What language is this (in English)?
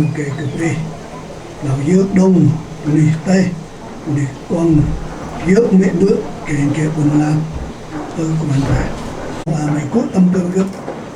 Central Mnong